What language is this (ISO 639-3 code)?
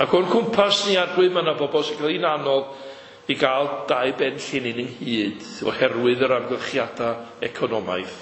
cym